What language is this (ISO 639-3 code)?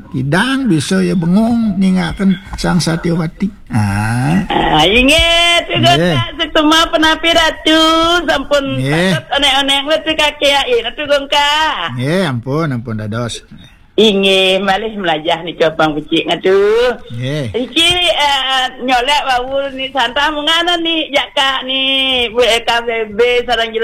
ban